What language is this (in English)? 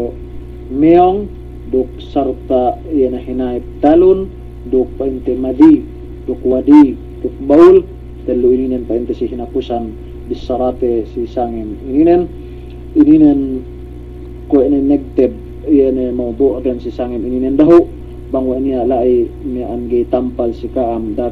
Yakan